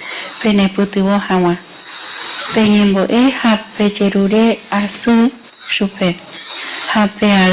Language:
Guarani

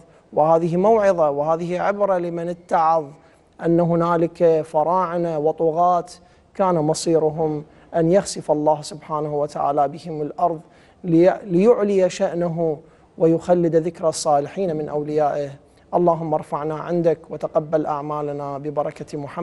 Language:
Arabic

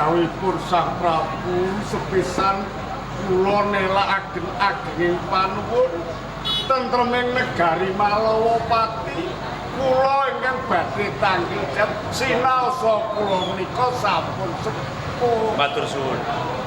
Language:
Javanese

